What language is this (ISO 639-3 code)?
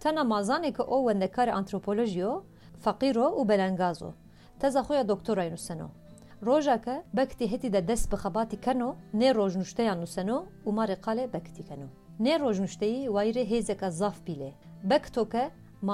kur